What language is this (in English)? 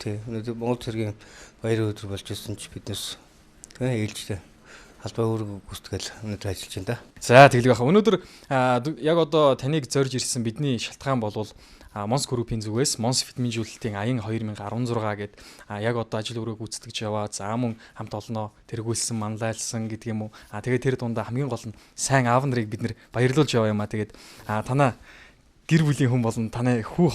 Mongolian